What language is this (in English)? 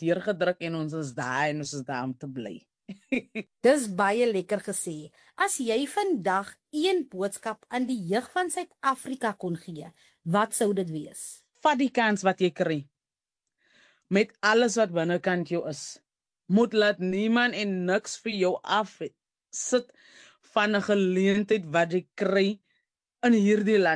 Afrikaans